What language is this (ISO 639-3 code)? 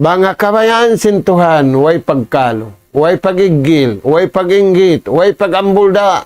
tsg